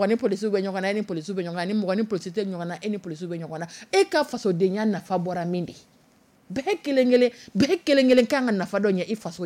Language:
Dyula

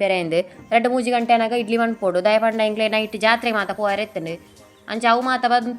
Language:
Tulu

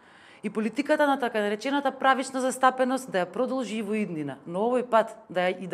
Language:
Macedonian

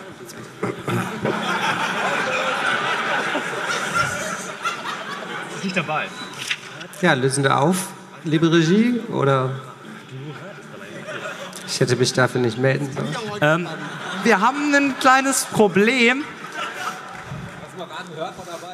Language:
German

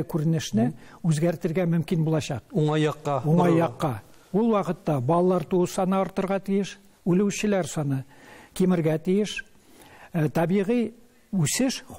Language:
Tatar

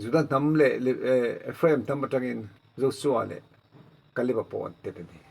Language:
Mizo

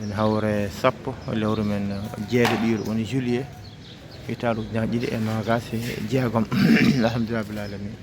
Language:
Fula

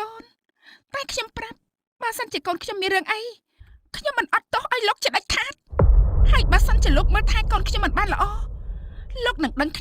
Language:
Khmer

